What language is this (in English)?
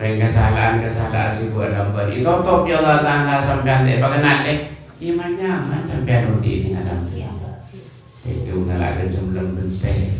Madurese